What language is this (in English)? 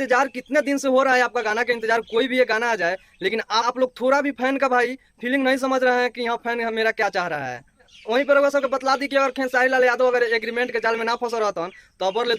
Bhojpuri